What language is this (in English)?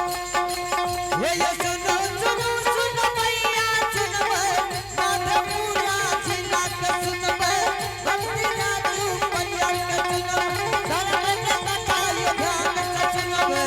Angika